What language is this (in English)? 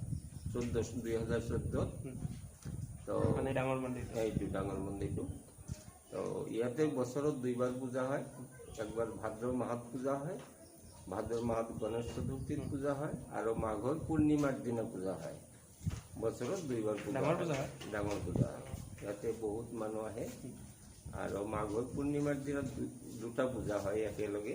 Assamese